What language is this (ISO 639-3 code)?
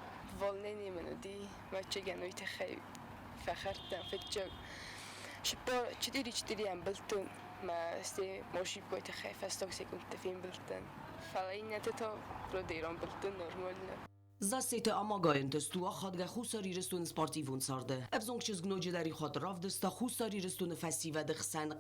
oss